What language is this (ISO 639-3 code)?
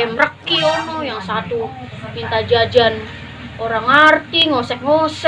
bew